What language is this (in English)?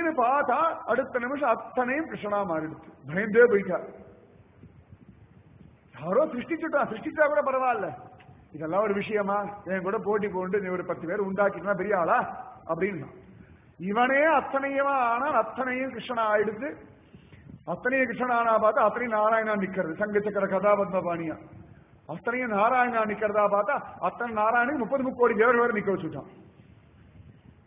Tamil